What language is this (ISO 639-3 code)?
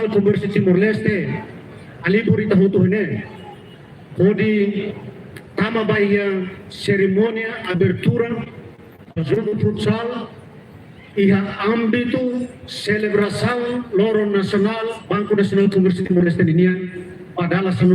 tet